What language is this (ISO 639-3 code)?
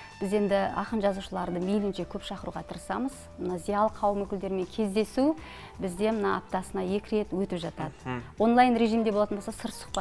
kaz